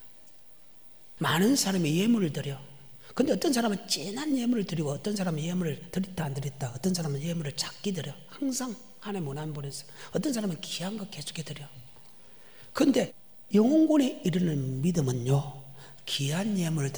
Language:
Korean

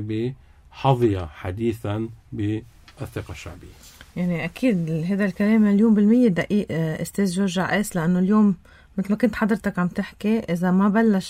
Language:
North Levantine Arabic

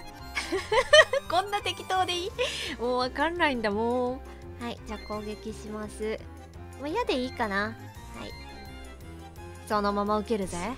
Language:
Japanese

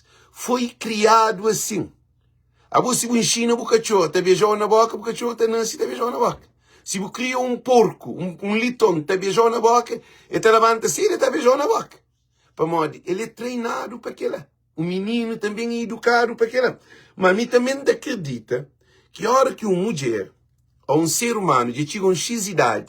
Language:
Kabuverdianu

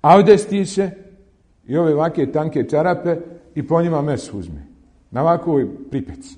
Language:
Bosnian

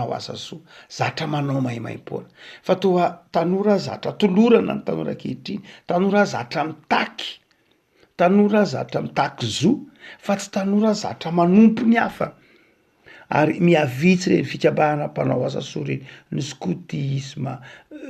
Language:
Malagasy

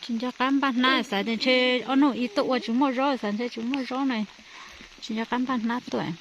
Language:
Hmong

